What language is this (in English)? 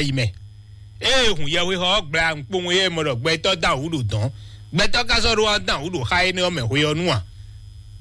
Fon